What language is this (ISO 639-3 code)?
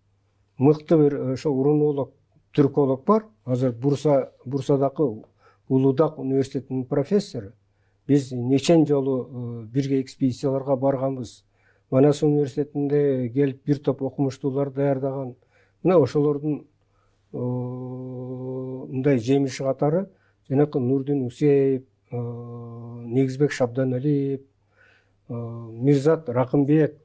kir